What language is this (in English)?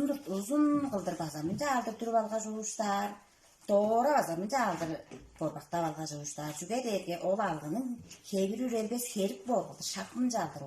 Tuvinian